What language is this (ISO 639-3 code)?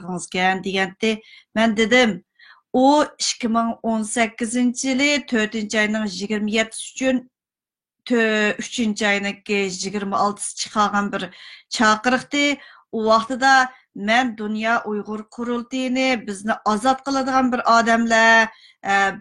uig